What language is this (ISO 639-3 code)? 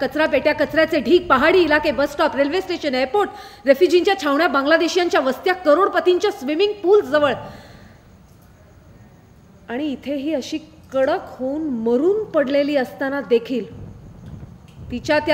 mar